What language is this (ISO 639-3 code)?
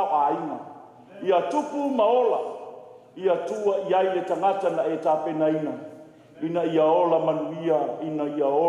smo